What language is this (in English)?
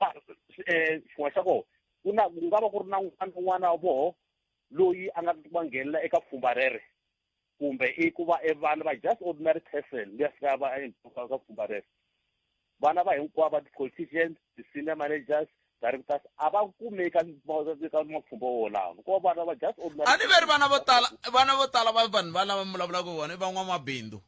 Tsonga